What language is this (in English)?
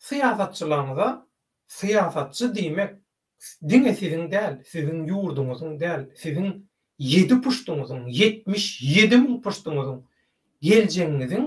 Turkmen